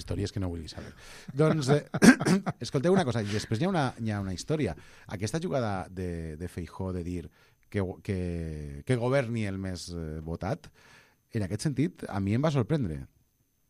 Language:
Catalan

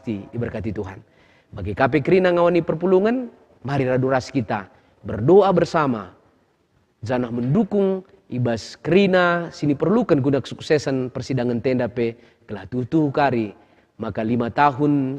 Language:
Batak Karo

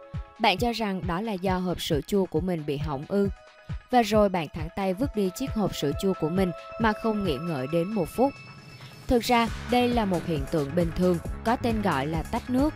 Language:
Vietnamese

